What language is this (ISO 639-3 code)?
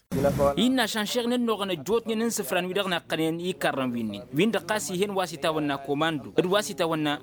taq